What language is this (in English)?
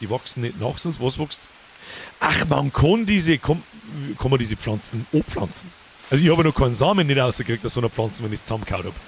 Bavarian